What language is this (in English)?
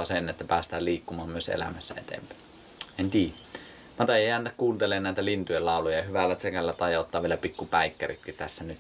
Finnish